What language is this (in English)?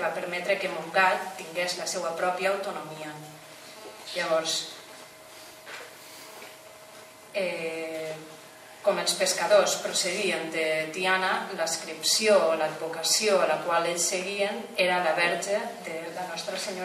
Catalan